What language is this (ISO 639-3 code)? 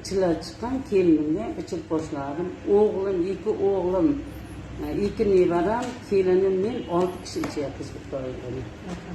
uzb